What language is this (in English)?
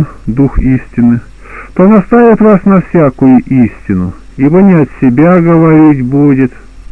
Russian